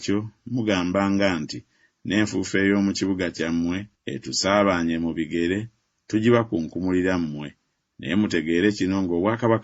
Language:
Ganda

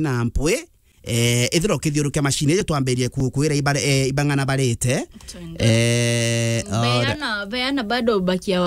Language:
Meru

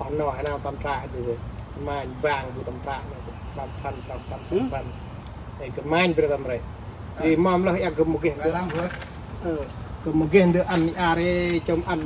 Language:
Central Mnong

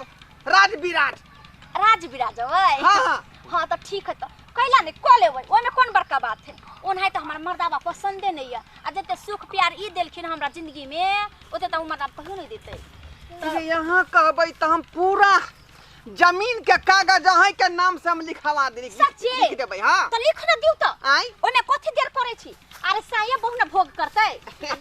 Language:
Maithili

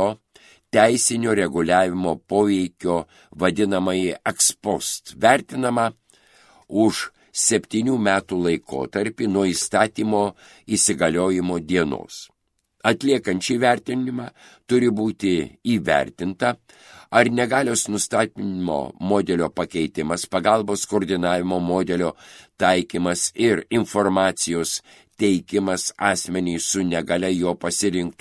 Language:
Lithuanian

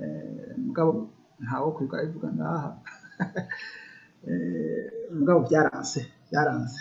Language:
Rundi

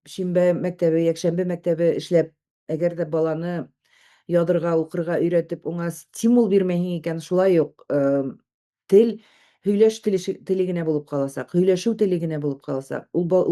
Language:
Bashkir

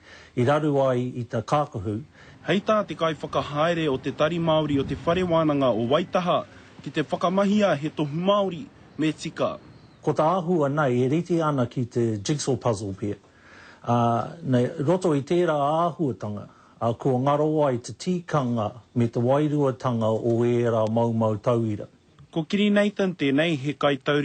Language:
Māori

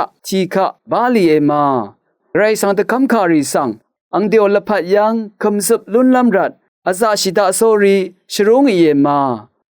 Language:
Rawang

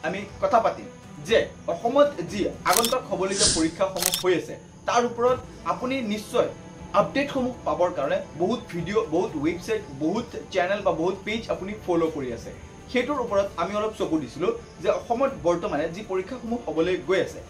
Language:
Assamese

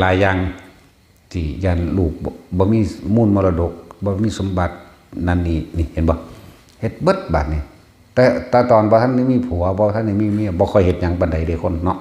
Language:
Northeastern Thai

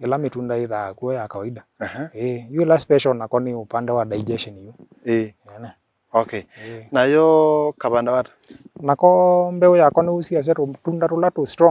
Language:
Kamba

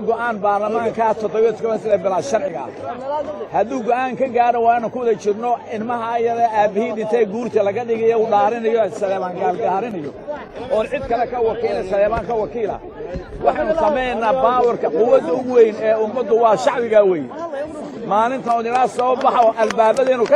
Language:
Somali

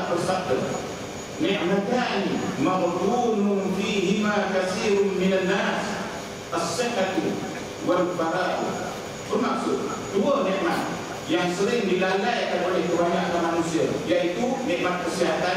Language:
Malay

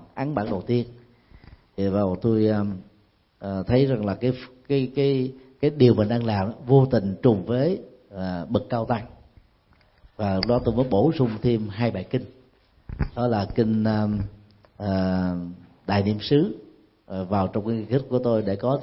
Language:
Vietnamese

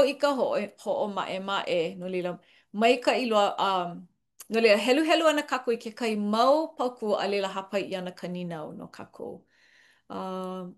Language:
Hawaiian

